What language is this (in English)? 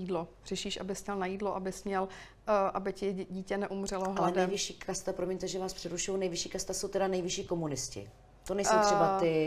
Czech